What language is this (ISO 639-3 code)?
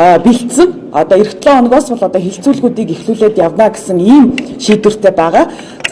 mon